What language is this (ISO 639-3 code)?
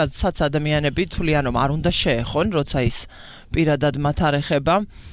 kat